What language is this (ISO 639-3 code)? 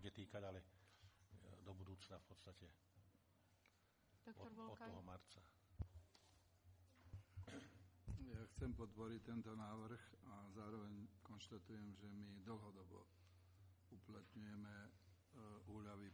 slk